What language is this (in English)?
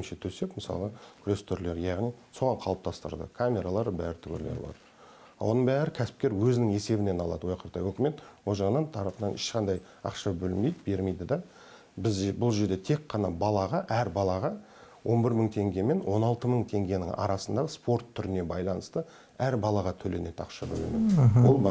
Kazakh